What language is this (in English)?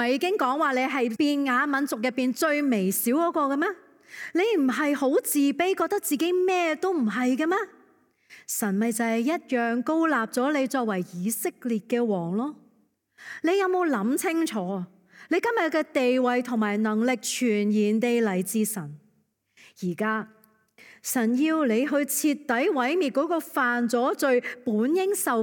Cantonese